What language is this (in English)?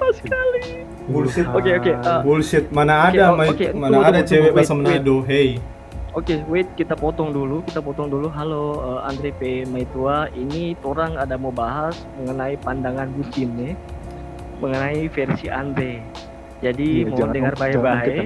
Manado Malay